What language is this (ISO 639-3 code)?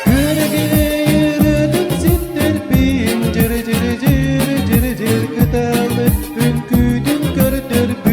sah